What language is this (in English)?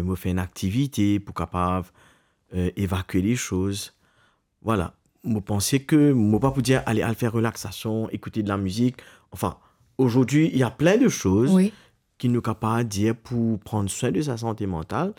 Morisyen